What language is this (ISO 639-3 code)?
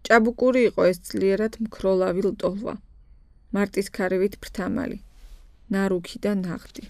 kat